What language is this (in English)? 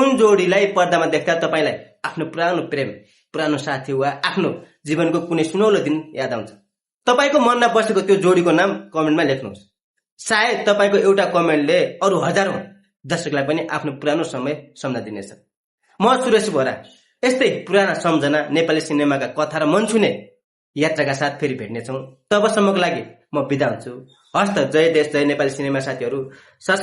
Nepali